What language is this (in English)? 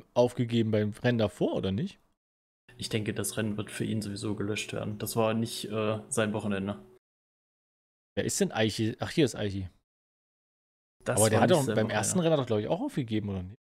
German